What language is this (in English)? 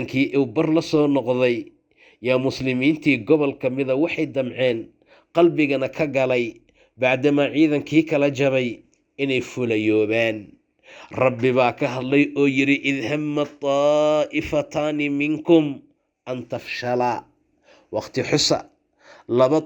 Somali